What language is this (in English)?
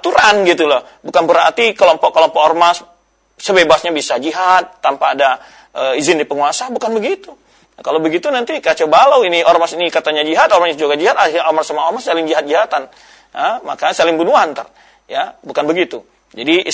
Indonesian